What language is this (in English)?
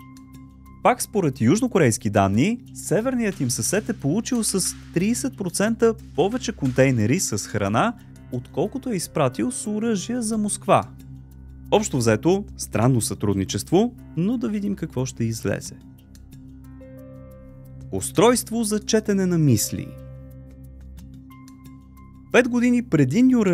Bulgarian